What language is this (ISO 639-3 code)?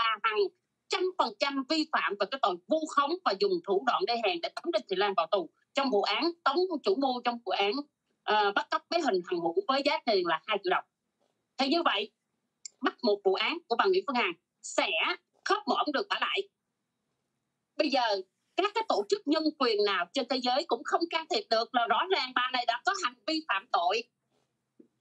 vie